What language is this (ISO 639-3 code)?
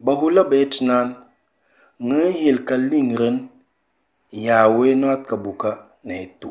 knf